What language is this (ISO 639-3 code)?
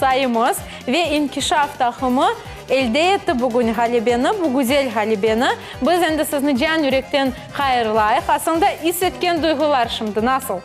crh